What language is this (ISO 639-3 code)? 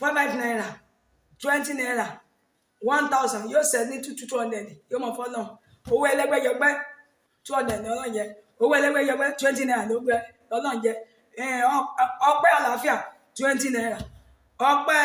yor